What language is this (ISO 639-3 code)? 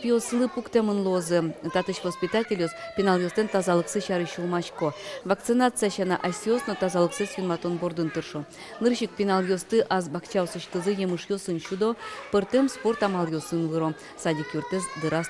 udm